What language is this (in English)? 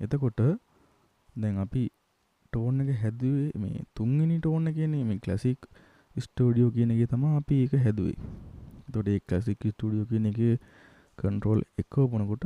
Sinhala